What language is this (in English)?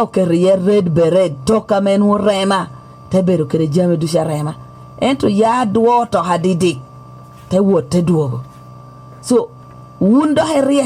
Lango (Uganda)